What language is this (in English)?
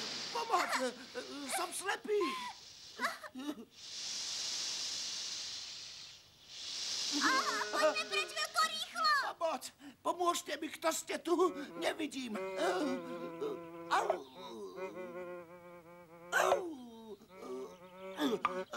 Slovak